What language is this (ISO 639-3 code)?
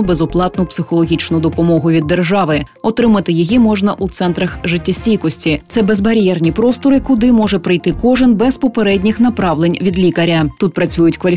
ukr